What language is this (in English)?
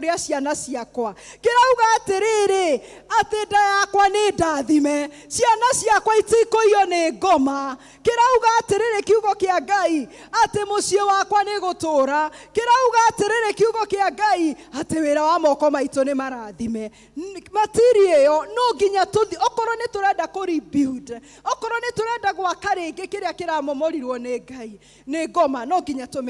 Kikuyu